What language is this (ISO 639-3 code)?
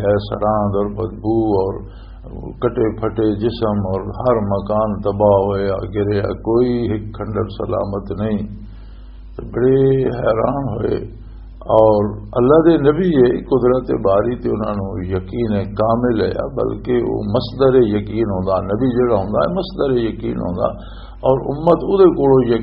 lah